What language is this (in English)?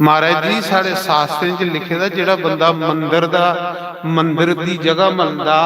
Dogri